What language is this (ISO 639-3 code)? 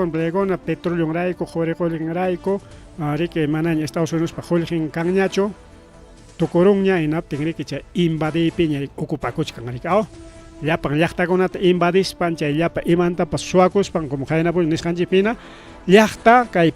quy